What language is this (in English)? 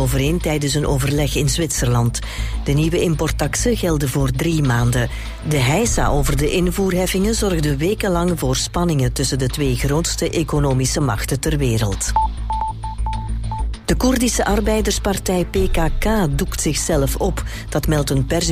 Dutch